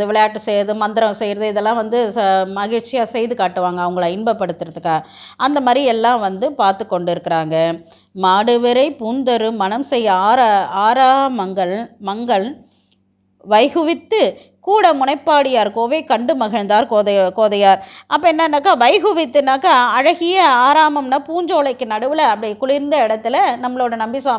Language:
Tamil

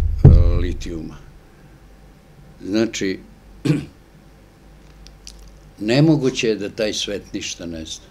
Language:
Serbian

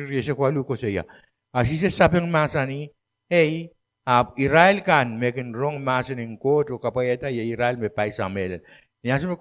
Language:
Pohnpeian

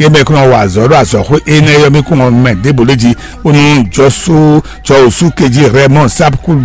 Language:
Fon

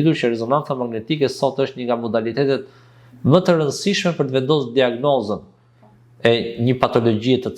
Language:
Albanian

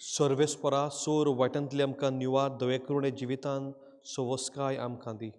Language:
Konkani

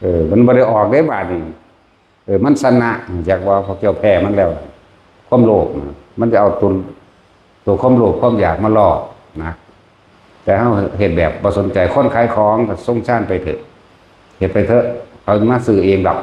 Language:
Northeastern Thai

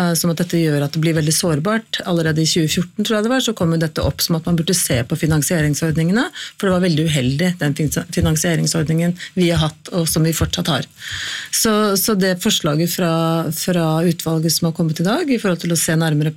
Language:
Norwegian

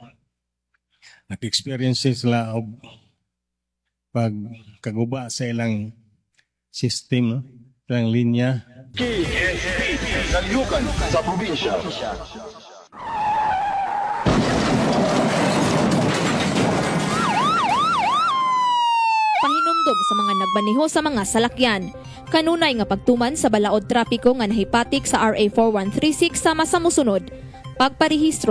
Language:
Cebuano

